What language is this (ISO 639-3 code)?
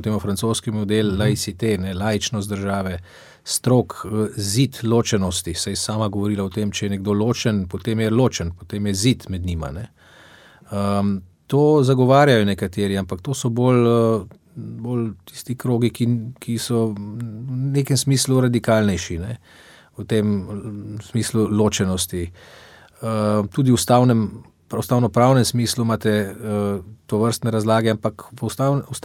slv